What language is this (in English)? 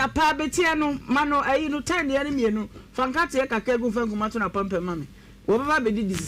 Akan